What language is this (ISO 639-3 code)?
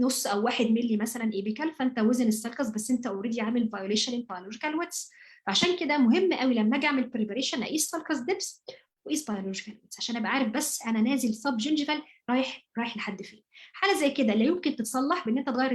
arz